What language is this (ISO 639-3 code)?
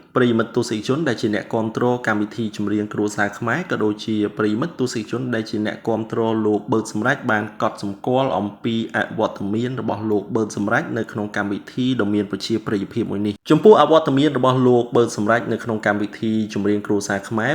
khm